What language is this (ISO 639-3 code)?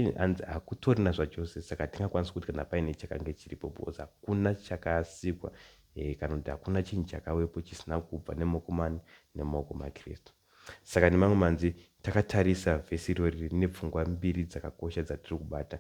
sna